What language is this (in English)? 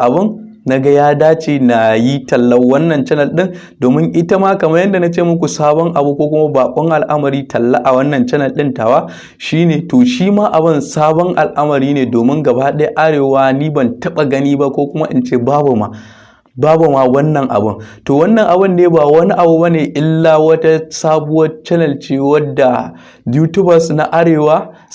Hausa